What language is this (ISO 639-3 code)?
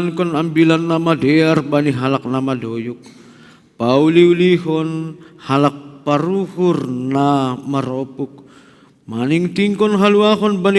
bts